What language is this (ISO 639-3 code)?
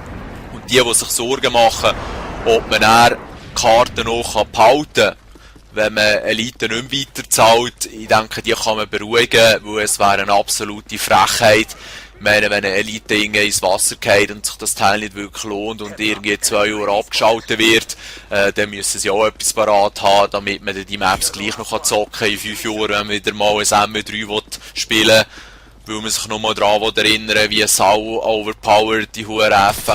gsw